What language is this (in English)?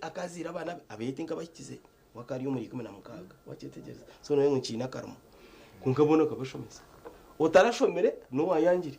Nyankole